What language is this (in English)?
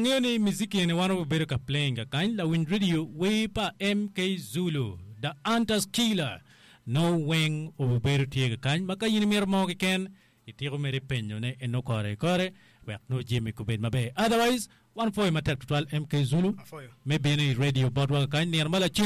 Acoli